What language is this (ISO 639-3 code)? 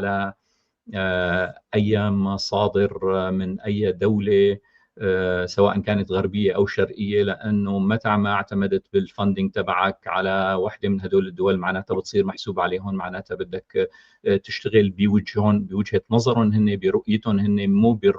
apc